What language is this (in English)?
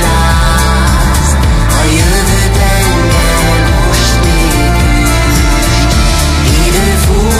Hungarian